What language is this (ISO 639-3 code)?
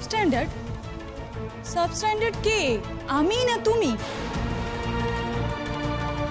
ben